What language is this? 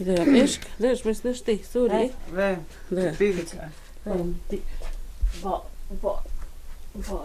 Totontepec Mixe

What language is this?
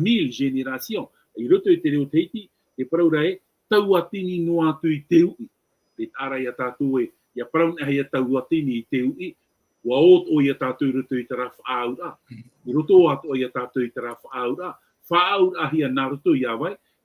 Tahitian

